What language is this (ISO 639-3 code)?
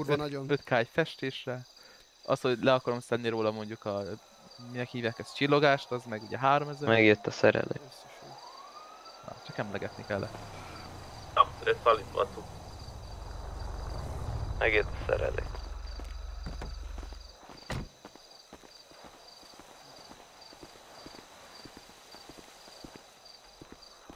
hun